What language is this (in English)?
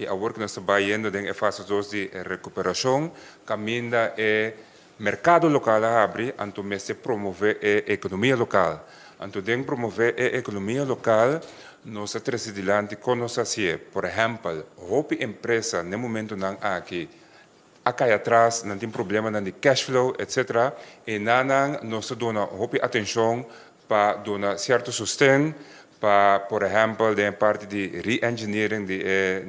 Papiamento